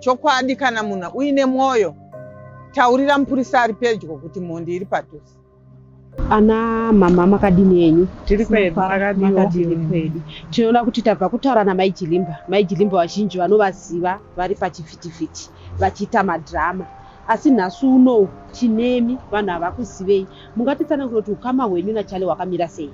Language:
Shona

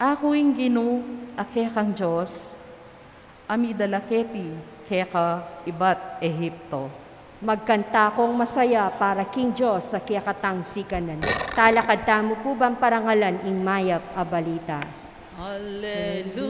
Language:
Pampanga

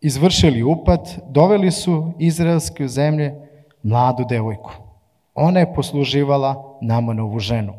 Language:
Serbian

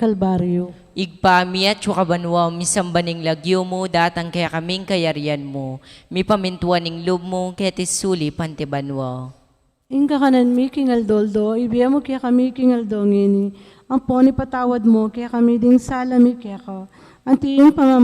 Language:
Pampanga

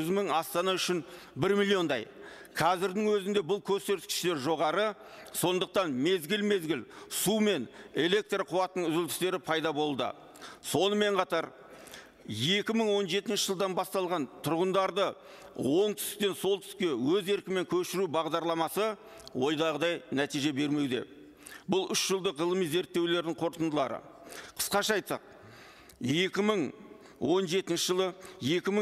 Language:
Kazakh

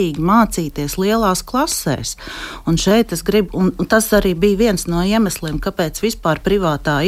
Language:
Latvian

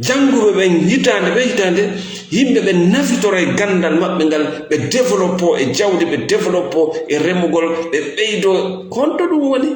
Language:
Fula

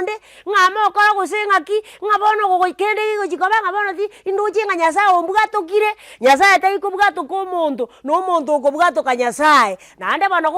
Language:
Gusii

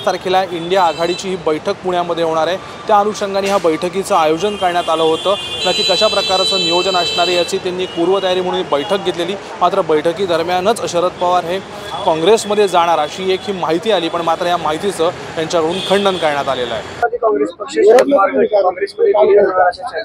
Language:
Marathi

